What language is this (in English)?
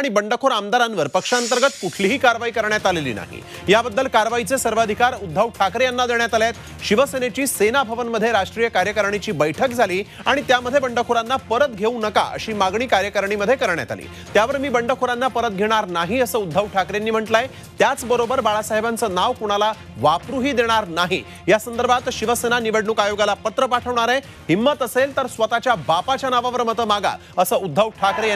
Marathi